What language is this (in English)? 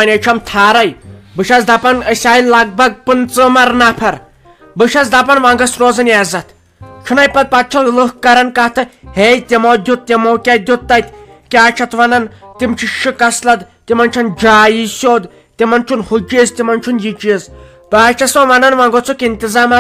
Kashmiri